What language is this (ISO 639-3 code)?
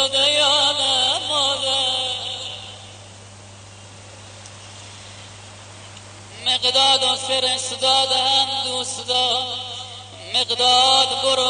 fas